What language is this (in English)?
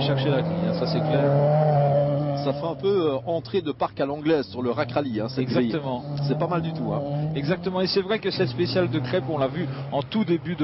French